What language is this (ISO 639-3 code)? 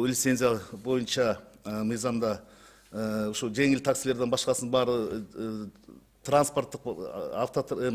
kir